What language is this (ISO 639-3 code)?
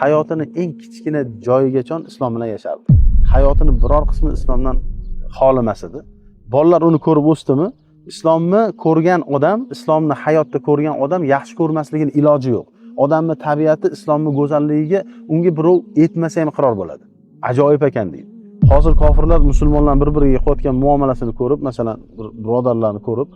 uzb